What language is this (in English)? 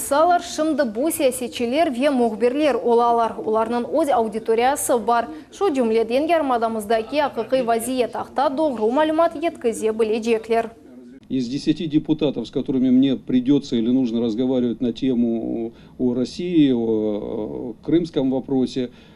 Crimean Tatar